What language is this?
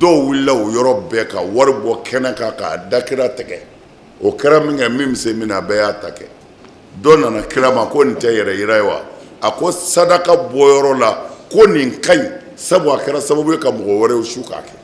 Bambara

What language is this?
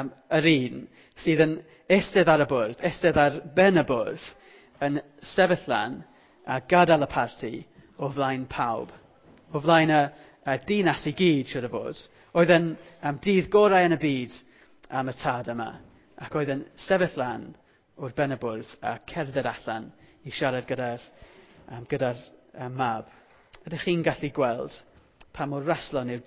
Welsh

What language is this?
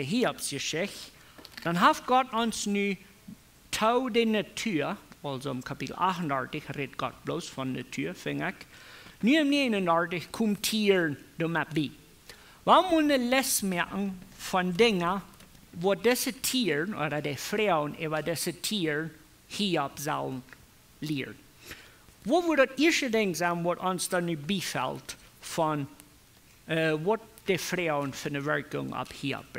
Plautdietsch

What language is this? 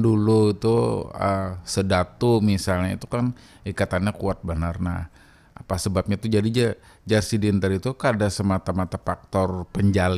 Banjar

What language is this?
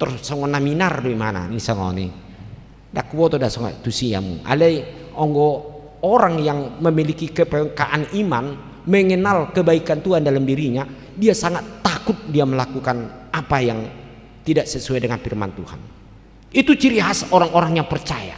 Batak Toba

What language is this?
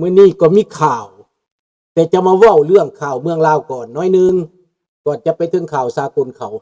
Lao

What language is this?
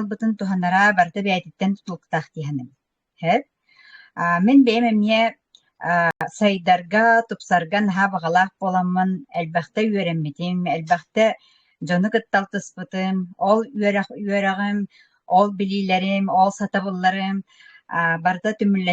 Yakut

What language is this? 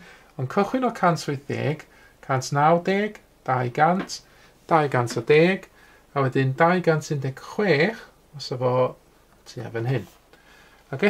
Welsh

